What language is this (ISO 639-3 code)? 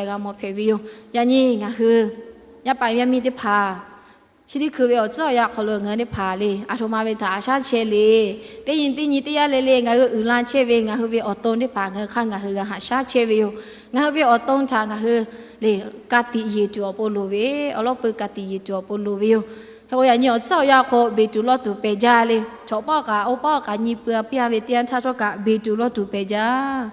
lhu